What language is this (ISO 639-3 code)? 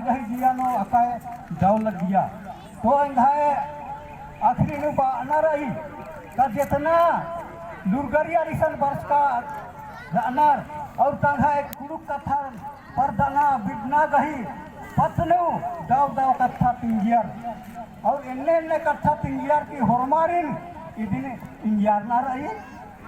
kru